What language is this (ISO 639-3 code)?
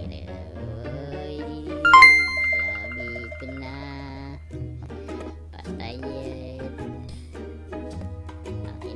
fil